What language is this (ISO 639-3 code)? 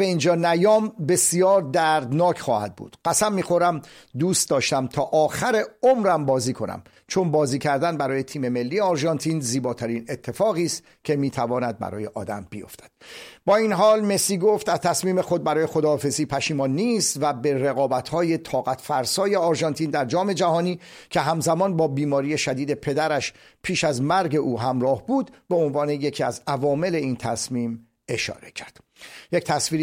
fas